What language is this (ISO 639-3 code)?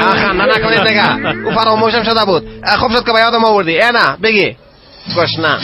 fas